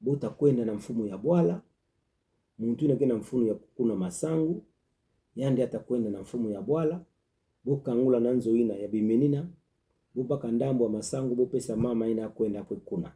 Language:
Kituba (Democratic Republic of Congo)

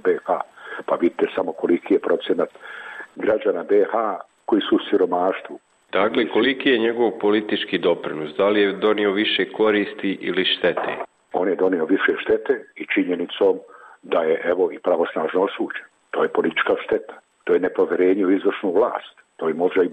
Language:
Bosnian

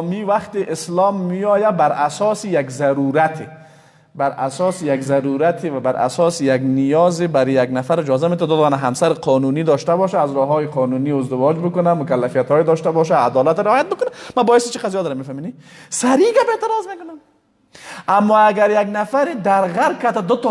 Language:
Persian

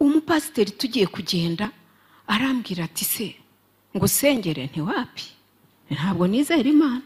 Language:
Kinyarwanda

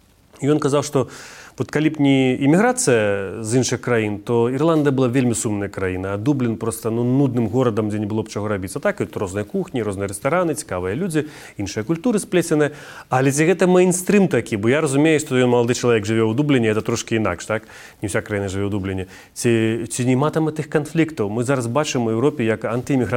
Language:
Belarusian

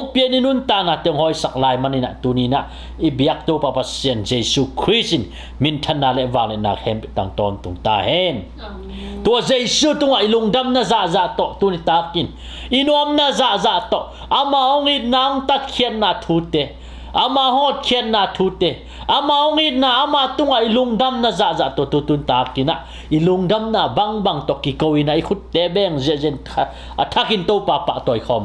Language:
Tedim Chin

